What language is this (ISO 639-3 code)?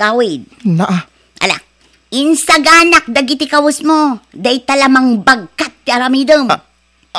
ilo